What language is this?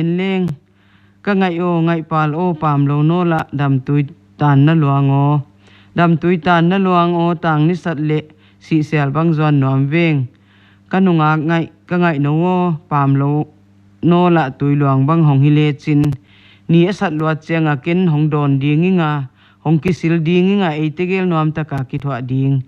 Paite Chin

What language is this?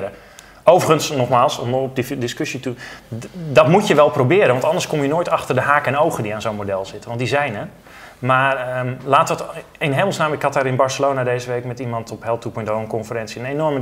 Dutch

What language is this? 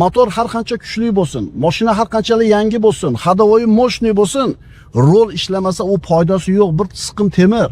Uzbek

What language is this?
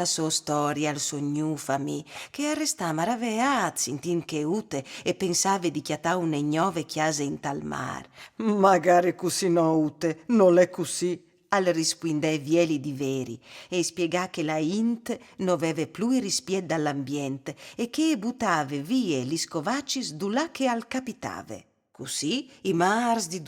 Friulian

